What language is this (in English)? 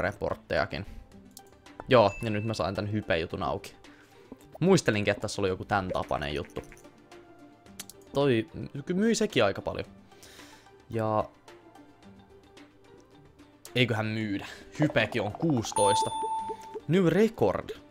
Finnish